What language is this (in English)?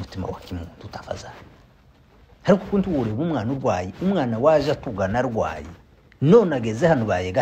Kinyarwanda